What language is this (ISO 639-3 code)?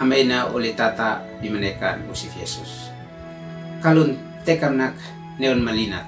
aoz